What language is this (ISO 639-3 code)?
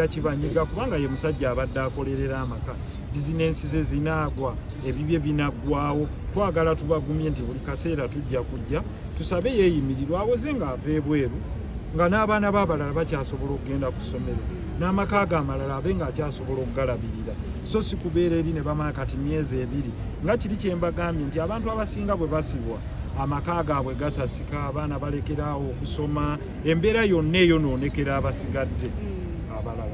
lug